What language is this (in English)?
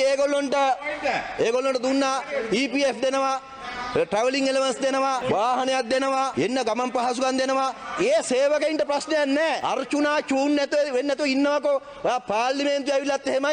Sinhala